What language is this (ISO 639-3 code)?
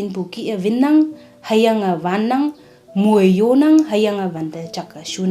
nbe